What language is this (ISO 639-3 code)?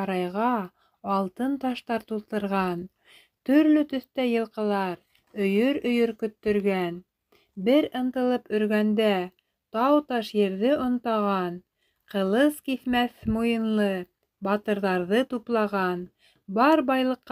bak